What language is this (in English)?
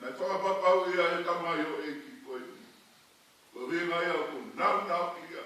Tongan